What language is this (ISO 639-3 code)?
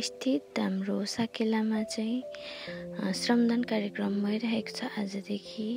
nep